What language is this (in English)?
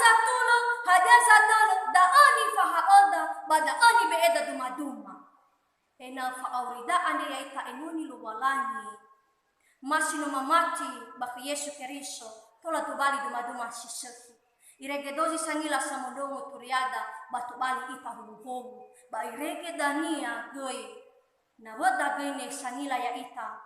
Nias